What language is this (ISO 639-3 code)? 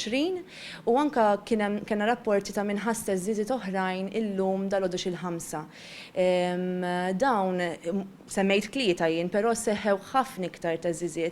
mlt